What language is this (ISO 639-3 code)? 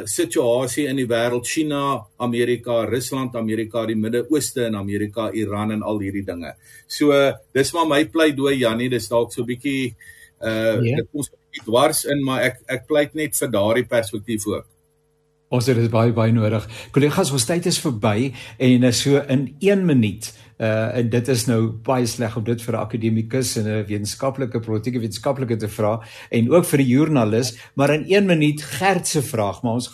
afr